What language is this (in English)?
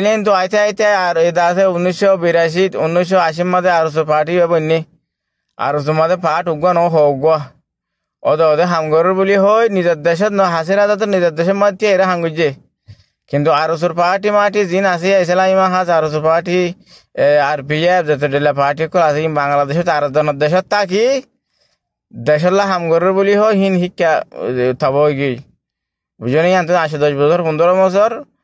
Rohingya